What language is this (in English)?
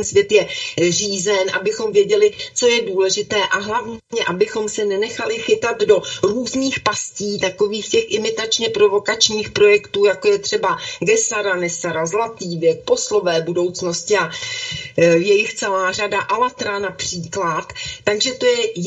Czech